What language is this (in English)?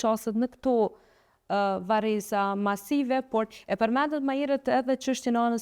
Albanian